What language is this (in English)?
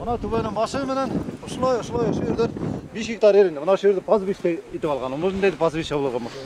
Bashkir